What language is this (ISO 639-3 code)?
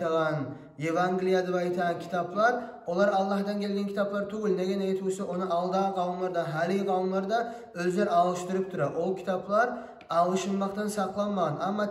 kum